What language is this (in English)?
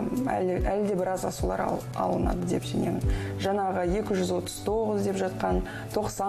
Kazakh